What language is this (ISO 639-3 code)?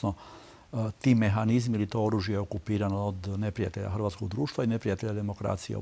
hrv